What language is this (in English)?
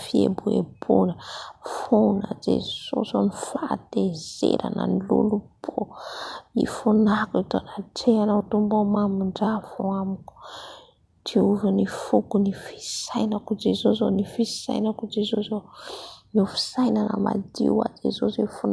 Malagasy